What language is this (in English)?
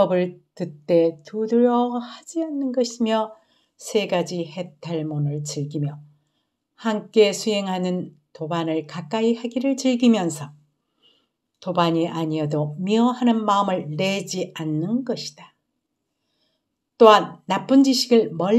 Korean